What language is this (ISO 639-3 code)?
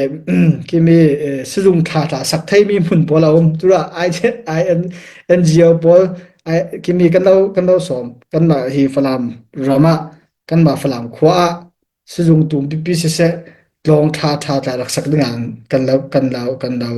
cfm